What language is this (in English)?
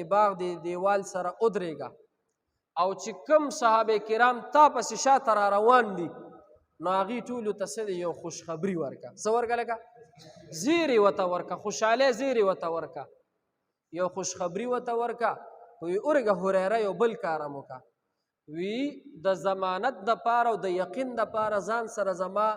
Pashto